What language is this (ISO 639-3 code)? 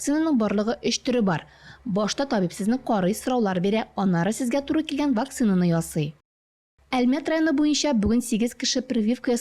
tat